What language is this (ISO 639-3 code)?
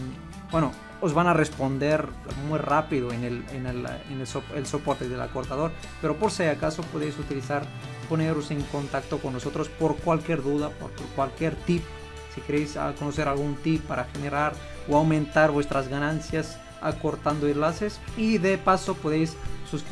spa